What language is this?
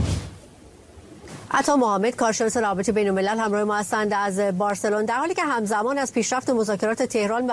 Persian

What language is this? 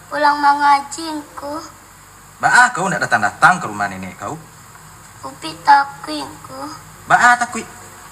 Minangkabau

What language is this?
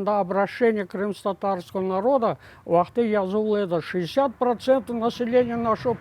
Crimean Tatar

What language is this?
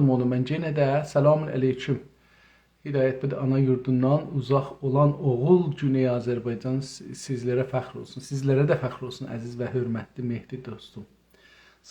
South Azerbaijani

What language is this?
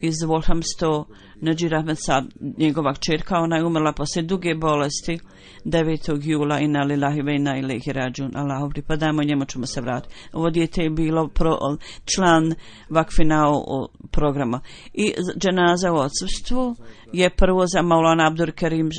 Bosnian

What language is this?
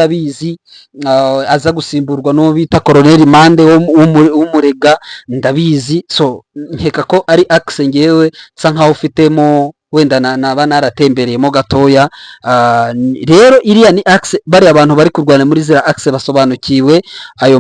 Kinyarwanda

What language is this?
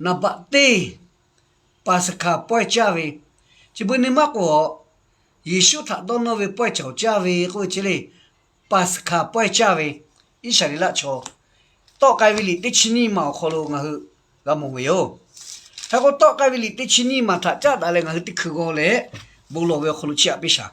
Lahu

